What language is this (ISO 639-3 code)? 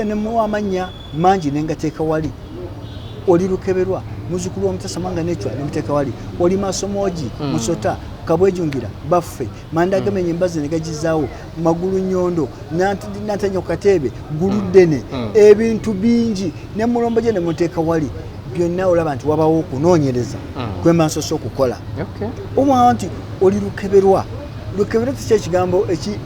lug